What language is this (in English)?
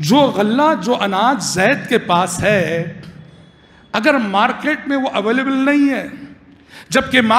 Urdu